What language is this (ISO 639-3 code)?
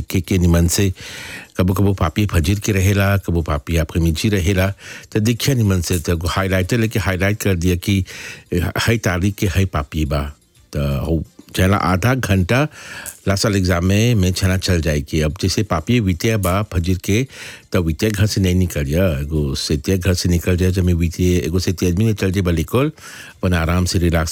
bho